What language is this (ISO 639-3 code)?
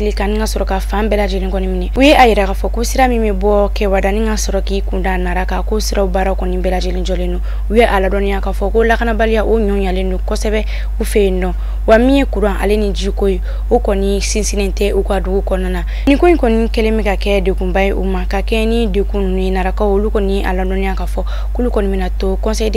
bam